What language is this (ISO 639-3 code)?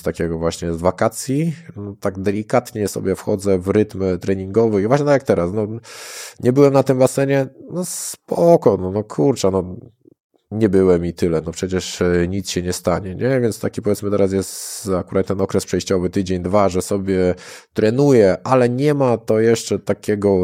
pol